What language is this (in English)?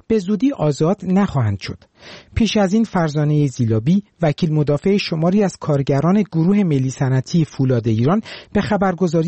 Persian